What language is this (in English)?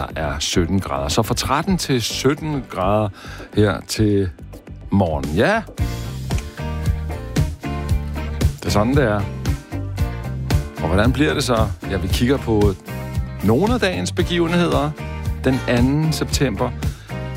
Danish